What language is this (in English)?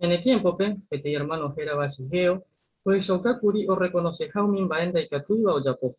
Guarani